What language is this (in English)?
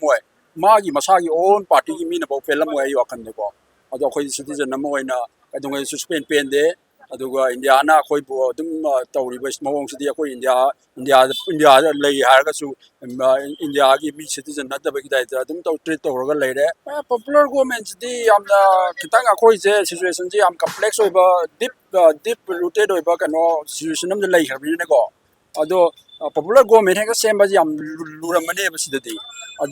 Manipuri